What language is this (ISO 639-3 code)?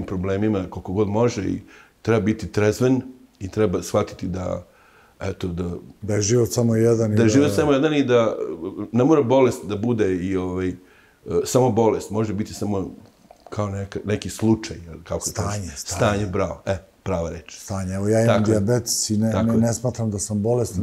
srp